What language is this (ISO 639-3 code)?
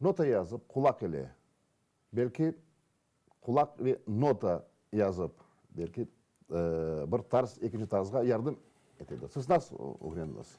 crh